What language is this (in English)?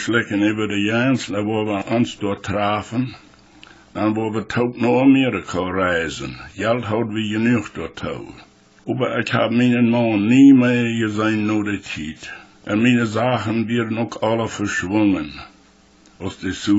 Plautdietsch